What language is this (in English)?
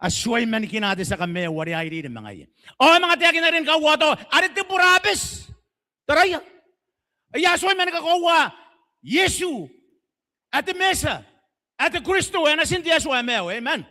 Gilbertese